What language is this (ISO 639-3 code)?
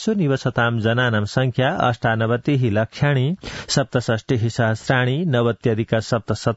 san